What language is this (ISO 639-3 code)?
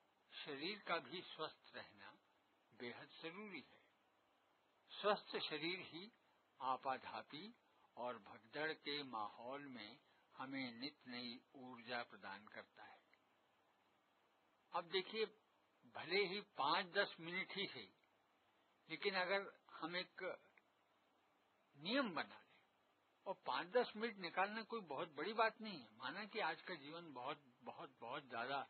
hin